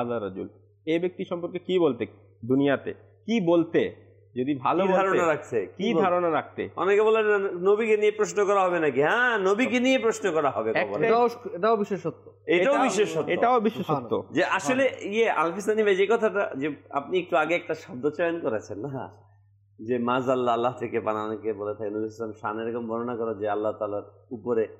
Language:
Bangla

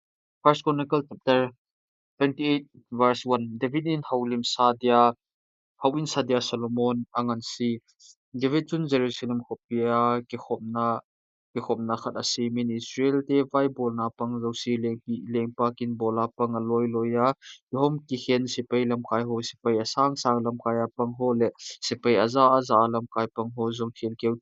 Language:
Thado Chin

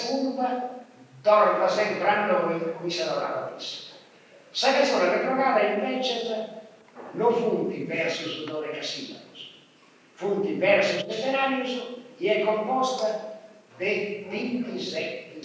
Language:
Sardinian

